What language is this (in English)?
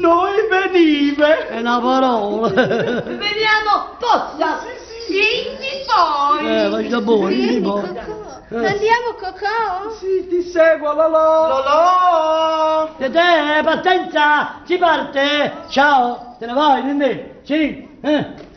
Neapolitan